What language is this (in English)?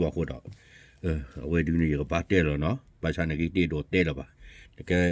S'gaw Karen